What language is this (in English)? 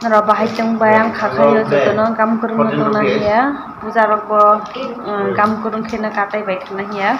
Kok Borok